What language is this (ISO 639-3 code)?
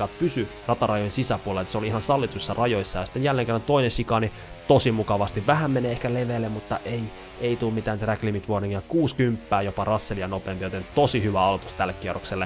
fin